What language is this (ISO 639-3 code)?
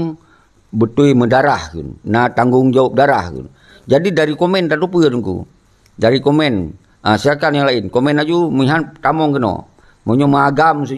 ace